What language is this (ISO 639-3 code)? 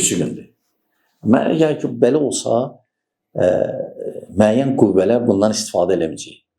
aze